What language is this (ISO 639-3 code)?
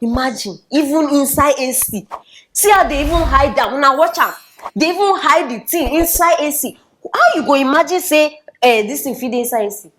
pcm